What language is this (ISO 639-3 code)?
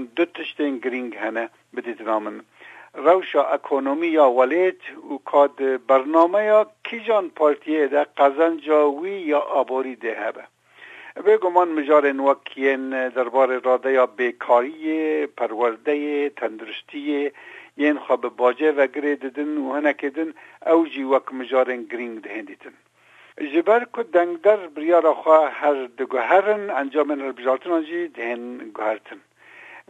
kur